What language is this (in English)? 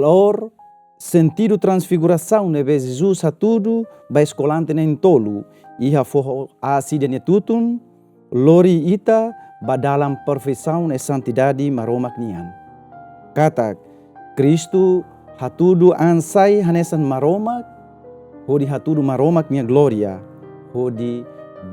Tetum